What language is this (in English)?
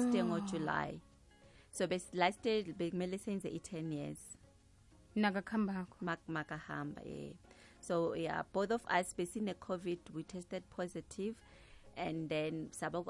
South Ndebele